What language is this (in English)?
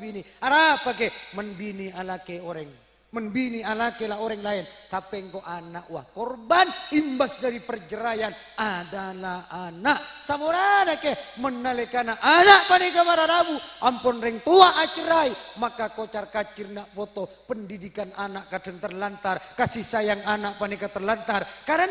Madurese